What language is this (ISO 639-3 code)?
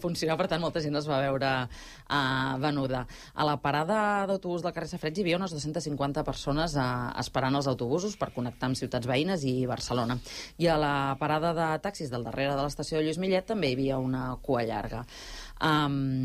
cat